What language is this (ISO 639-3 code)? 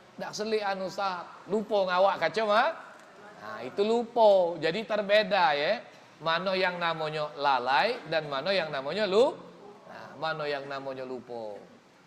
mui